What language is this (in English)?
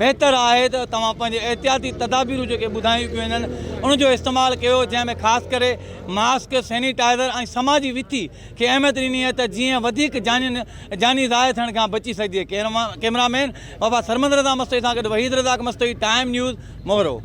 Sindhi